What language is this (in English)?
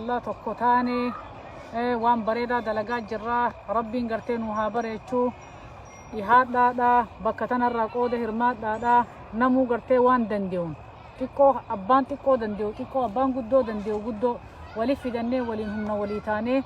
Oromo